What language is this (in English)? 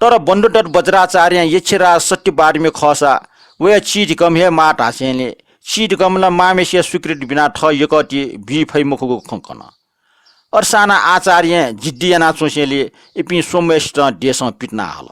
Newari